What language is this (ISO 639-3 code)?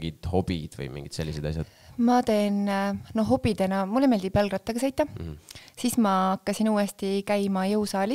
est